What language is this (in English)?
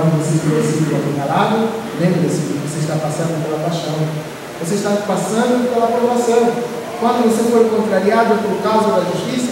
Portuguese